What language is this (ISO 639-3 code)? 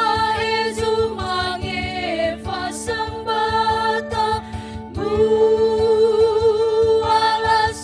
nia